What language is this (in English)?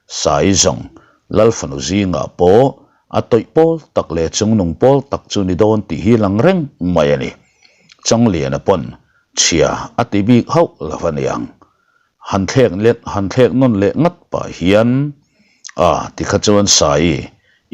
Mizo